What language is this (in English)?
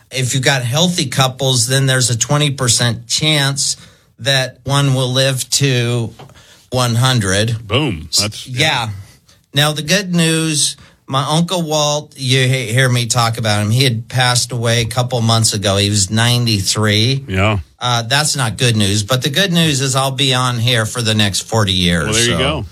English